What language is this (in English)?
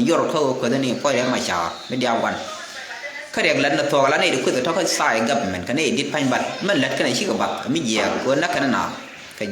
Nuer